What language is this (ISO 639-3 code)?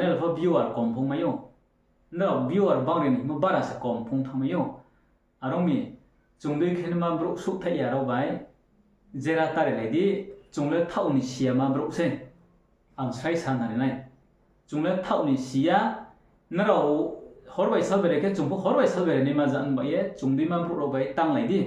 ria